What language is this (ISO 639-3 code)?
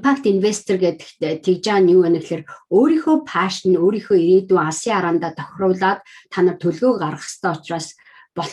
mon